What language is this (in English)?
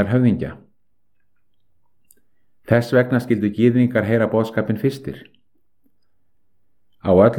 Icelandic